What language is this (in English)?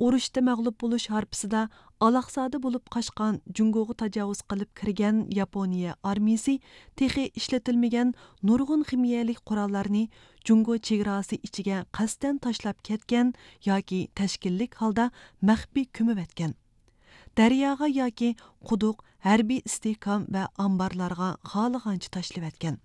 Uyghur